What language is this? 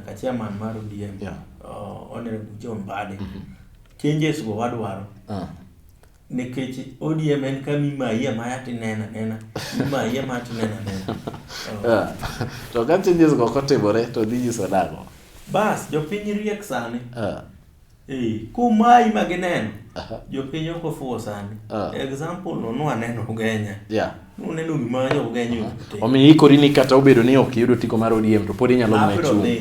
Luo (Kenya and Tanzania)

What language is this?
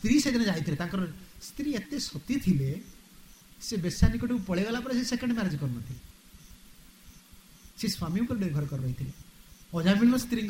Odia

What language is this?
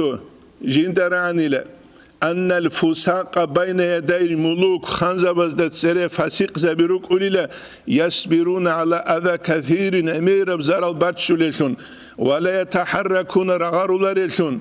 Avaric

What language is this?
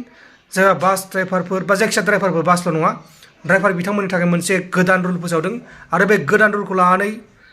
Bodo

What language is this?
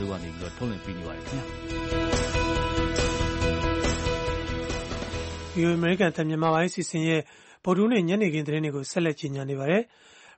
Burmese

